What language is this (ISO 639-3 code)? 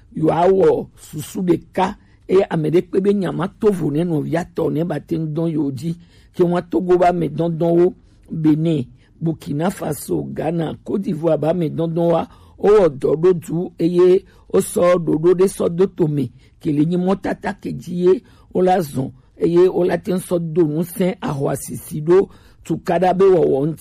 gej